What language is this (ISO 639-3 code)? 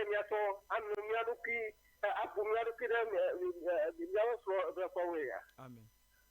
ewe